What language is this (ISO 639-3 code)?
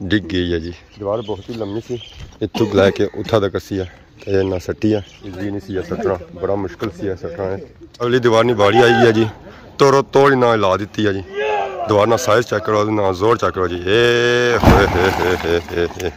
phr